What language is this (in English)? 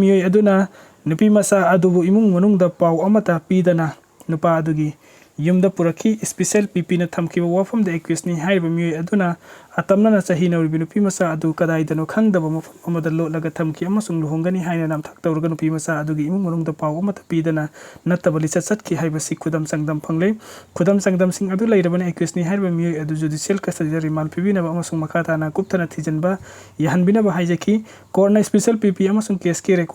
Manipuri